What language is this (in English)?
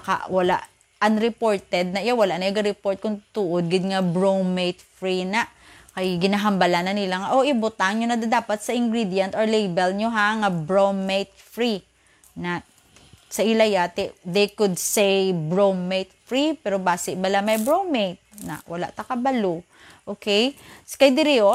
Hiligaynon